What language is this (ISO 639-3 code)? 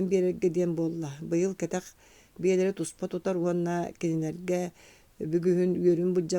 sah